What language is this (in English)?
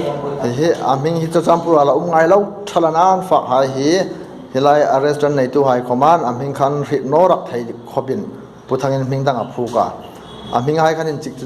Hmar